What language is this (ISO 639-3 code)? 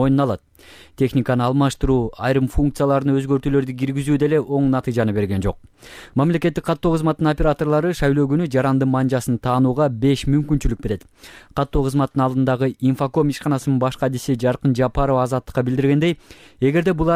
kir